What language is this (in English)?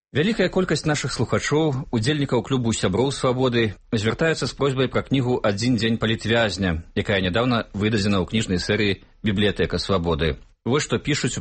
Belarusian